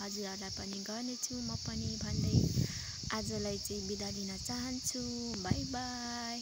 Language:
Nepali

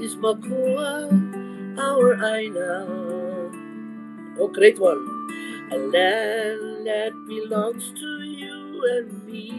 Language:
Hawaiian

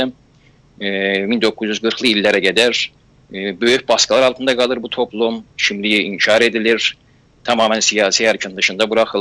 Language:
South Azerbaijani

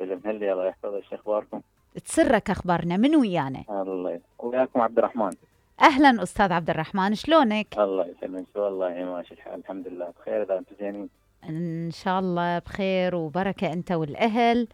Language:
Mesopotamian Arabic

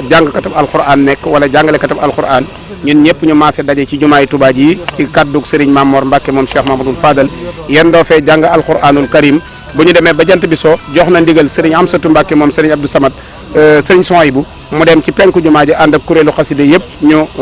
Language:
Wolof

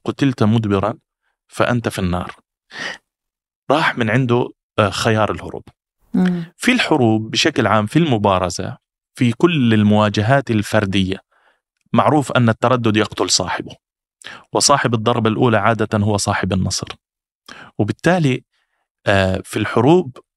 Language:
Arabic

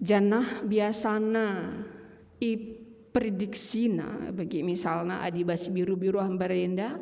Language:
Batak Karo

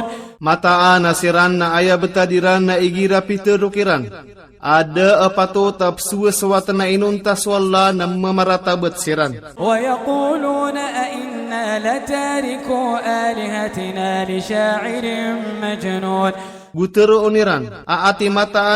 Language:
Maranao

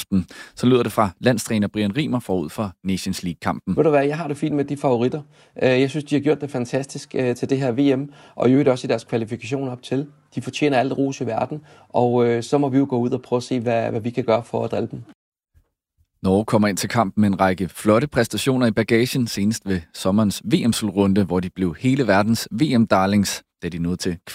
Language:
Danish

